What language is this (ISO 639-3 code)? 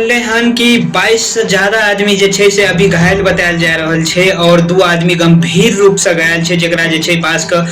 mai